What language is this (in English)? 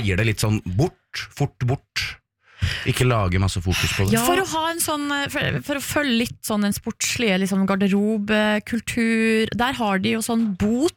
Norwegian